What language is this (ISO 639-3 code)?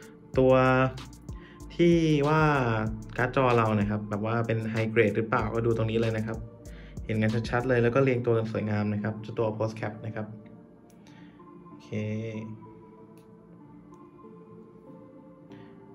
tha